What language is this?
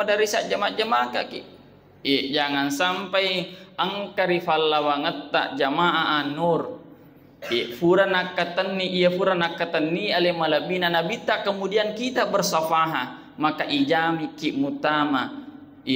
Buginese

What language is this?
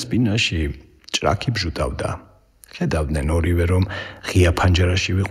Georgian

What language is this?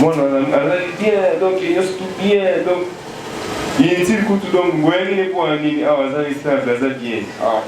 Lingala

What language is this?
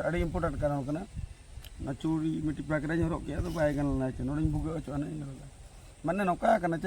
Santali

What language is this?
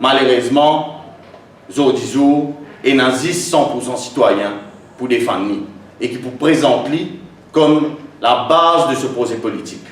Morisyen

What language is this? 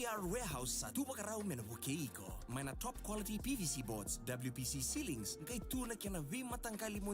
Fijian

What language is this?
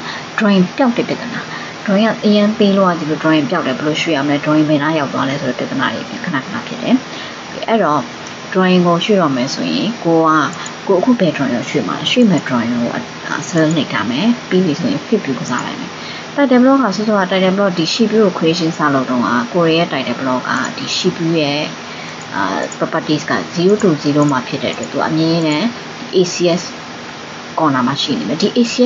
Burmese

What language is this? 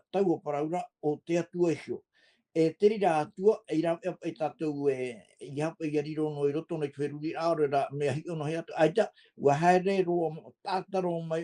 Tahitian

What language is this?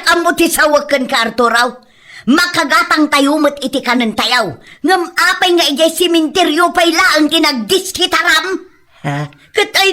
Iloko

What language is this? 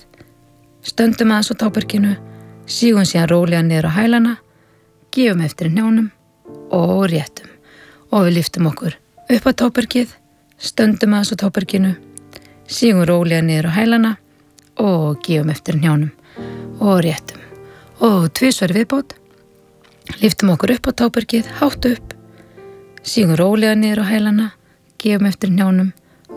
Icelandic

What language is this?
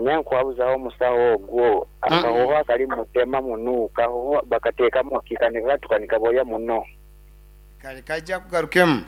Nyankole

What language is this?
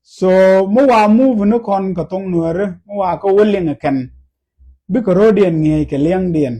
Nuer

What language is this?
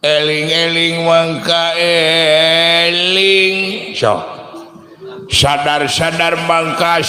Sundanese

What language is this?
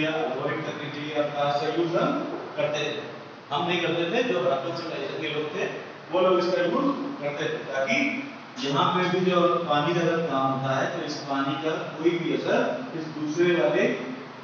Hindi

